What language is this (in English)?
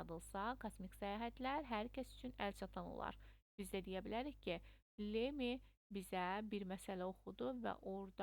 Azerbaijani